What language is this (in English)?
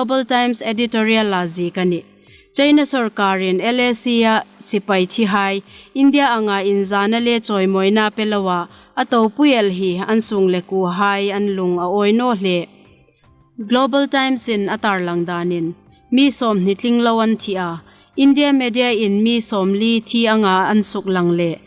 Hmar